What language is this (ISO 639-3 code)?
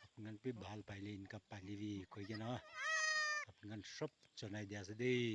nag